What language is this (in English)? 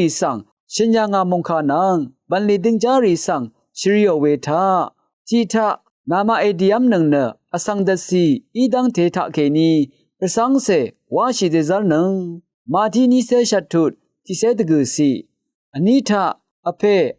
Rawang